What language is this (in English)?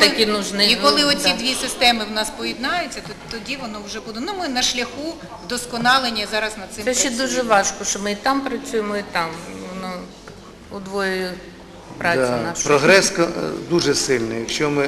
Ukrainian